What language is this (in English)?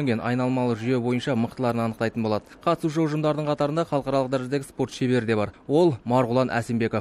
Kazakh